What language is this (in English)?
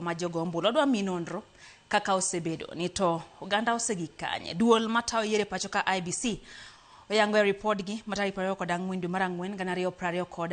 Luo (Kenya and Tanzania)